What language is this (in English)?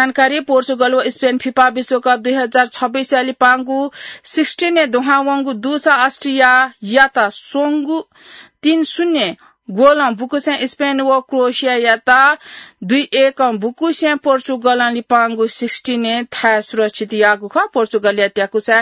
Newari